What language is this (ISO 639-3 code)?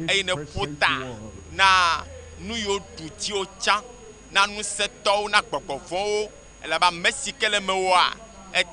ewe